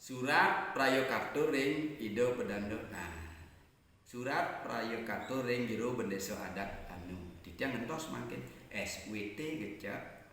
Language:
Balinese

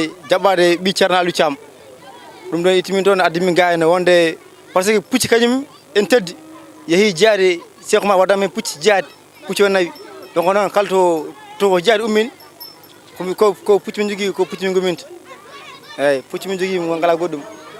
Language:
Fula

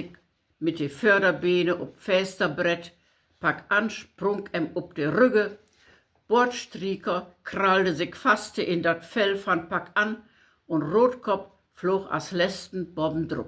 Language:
Low German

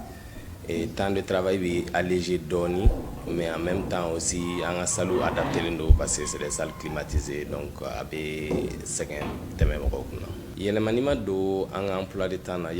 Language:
Bambara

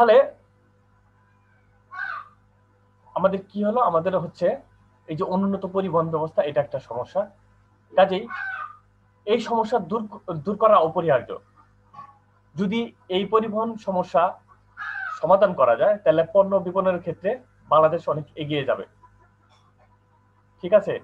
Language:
Bangla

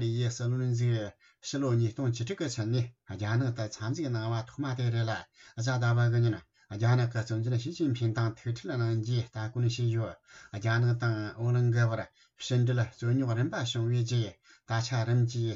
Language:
Tibetan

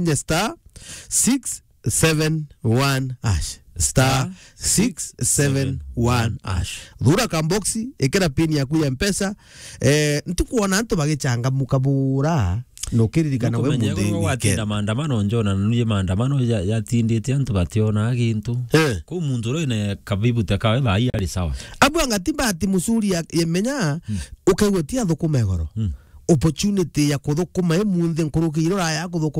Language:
Meru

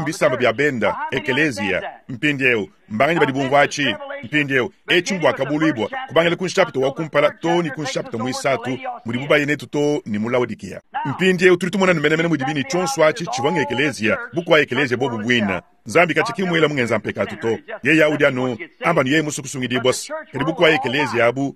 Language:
Luba-Lulua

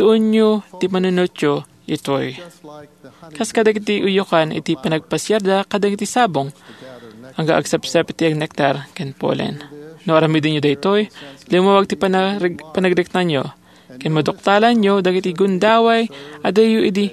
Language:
Iloko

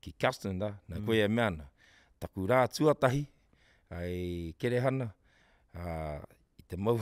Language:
Māori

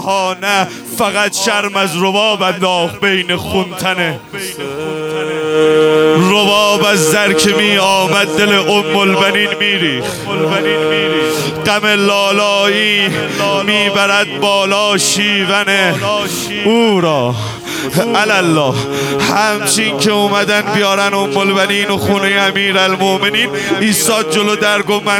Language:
Persian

